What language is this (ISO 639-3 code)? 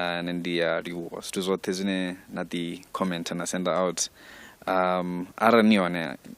ven